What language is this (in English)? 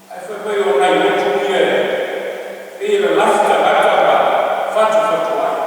Samoan